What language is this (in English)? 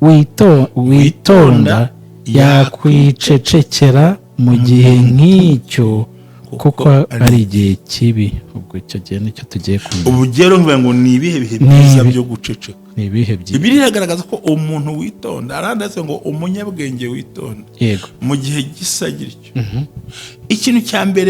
Kinyarwanda